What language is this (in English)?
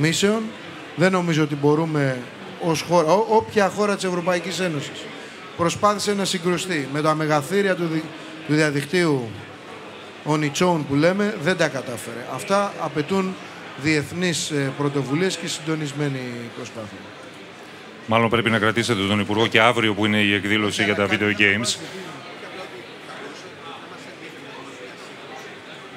Greek